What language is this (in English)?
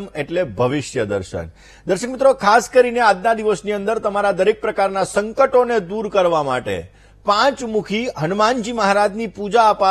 Gujarati